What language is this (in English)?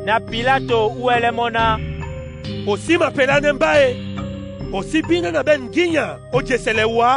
Duala